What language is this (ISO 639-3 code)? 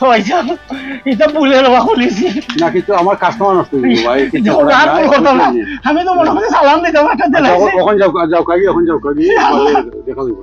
syl